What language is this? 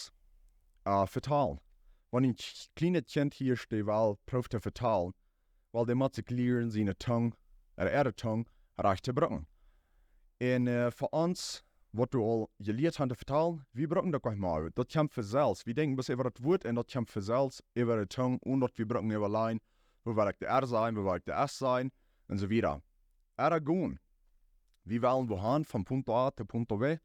Plautdietsch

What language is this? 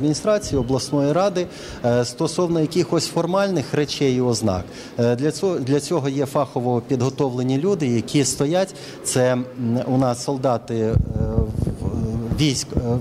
Ukrainian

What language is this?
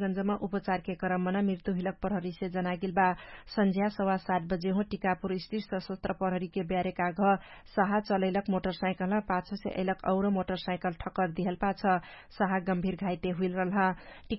Dangaura Tharu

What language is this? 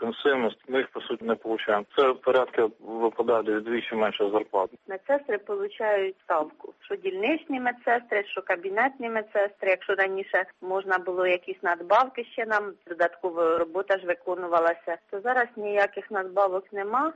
Ukrainian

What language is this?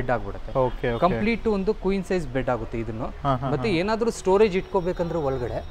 Kannada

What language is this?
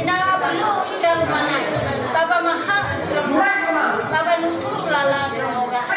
Nias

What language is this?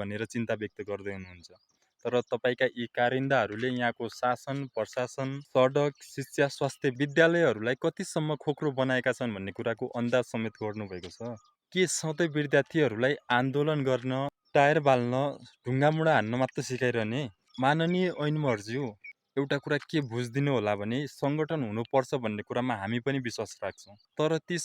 Nepali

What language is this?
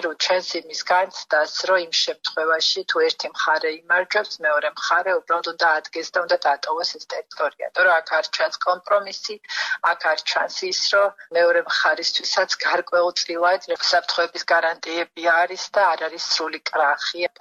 Georgian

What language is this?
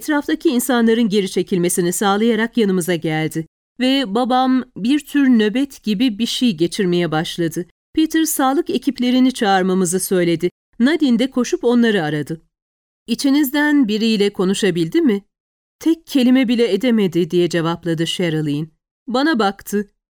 Turkish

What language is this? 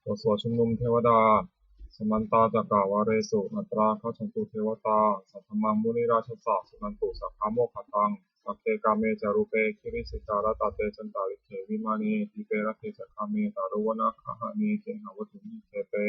Pali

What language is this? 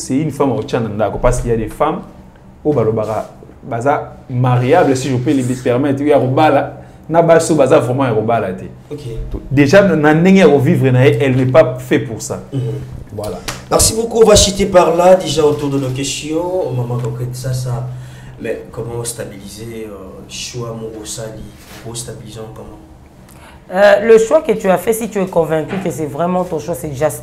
French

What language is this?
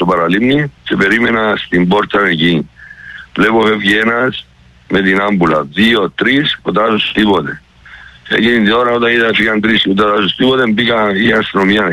Greek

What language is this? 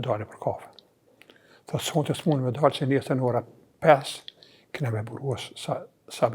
Albanian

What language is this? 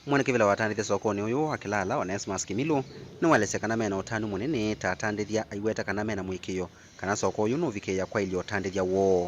Kamba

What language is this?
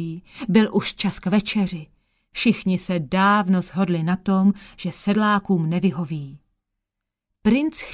Czech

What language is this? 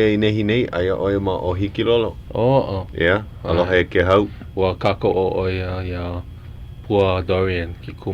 Hawaiian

